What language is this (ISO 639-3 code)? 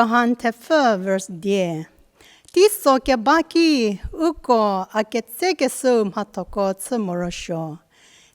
njm